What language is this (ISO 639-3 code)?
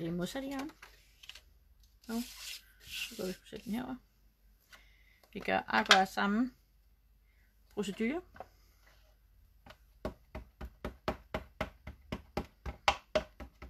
dan